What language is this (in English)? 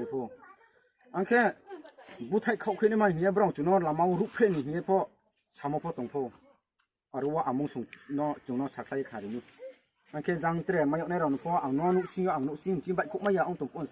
Riang (India)